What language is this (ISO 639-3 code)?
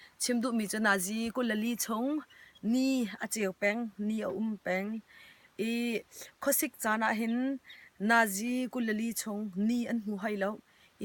cnh